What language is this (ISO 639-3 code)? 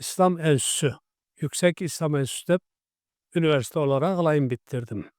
krc